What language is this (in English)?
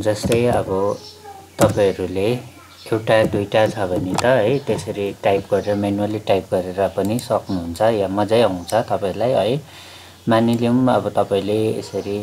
Nepali